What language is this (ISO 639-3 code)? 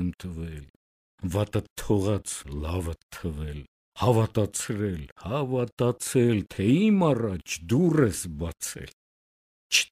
hye